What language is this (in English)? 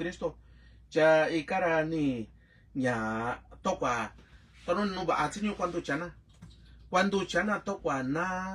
Mixtepec Mixtec